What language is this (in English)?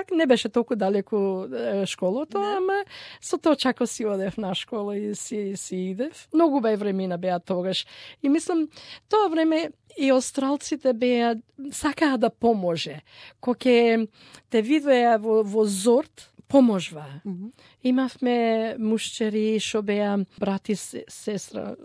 Macedonian